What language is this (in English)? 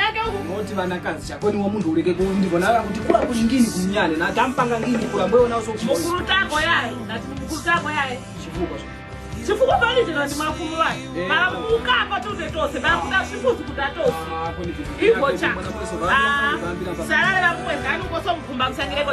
Tumbuka